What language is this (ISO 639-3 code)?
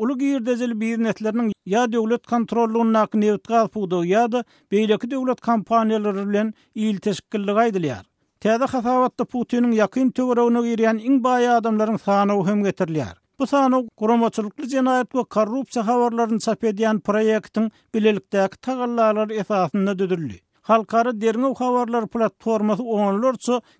tuk